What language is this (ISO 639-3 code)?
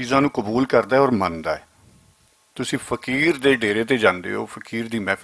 lah